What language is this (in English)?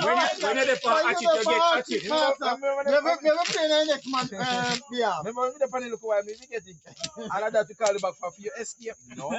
Jamaican Creole English